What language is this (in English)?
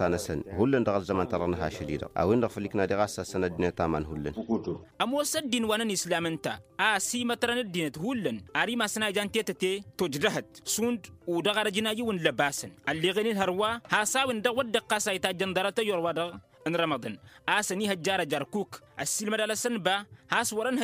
Tamasheq